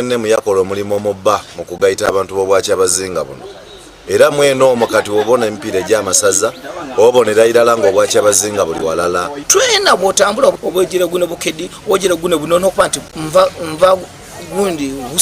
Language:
Soga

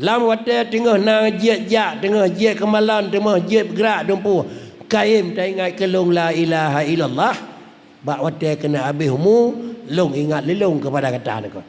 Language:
Achinese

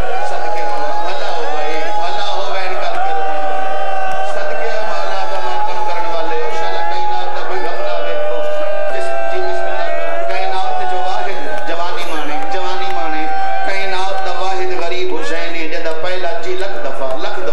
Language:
Western Panjabi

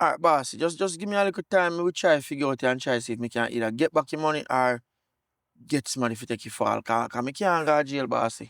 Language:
Jamaican Creole English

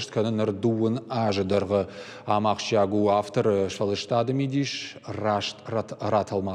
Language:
Ossetic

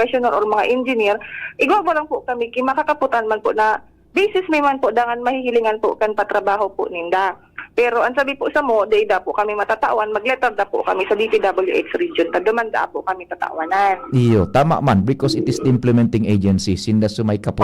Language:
Bikol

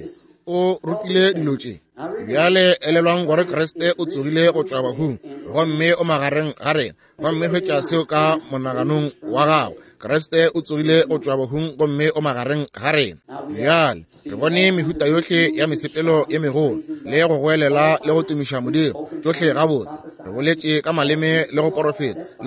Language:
Northern Sotho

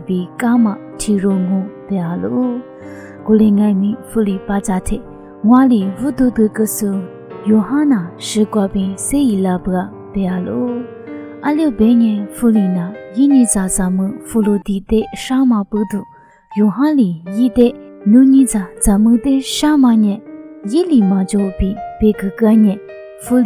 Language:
Lisu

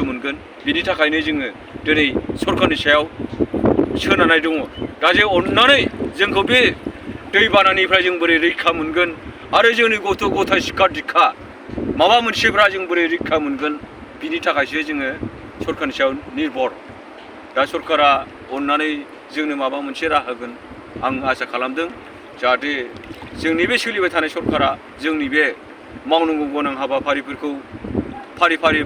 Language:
Bodo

